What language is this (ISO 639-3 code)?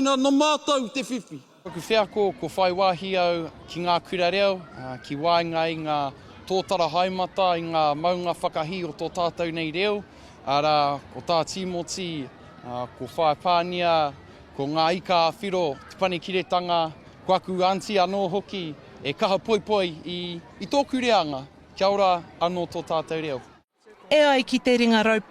mri